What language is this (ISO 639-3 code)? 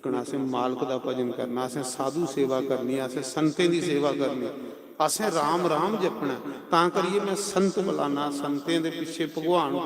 doi